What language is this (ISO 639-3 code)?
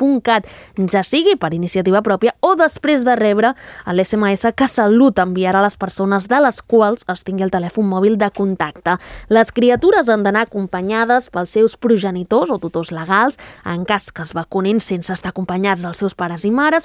cat